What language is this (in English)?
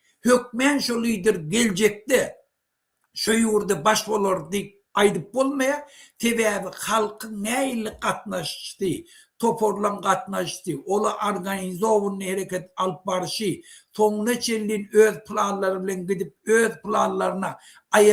Turkmen